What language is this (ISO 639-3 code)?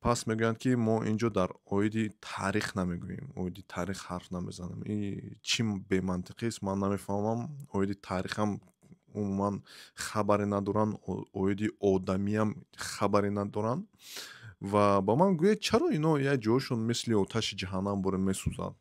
tgk